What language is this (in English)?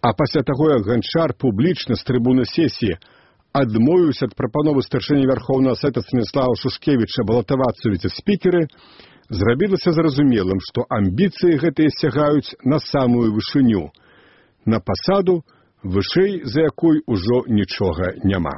Belarusian